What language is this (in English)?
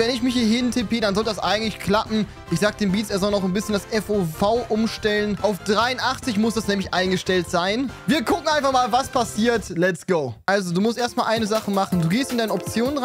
German